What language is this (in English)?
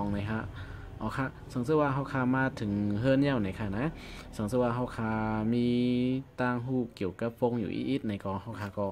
Shan